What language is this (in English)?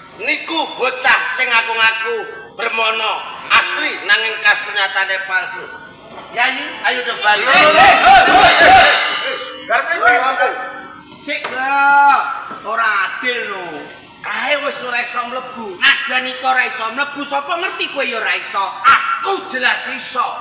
Javanese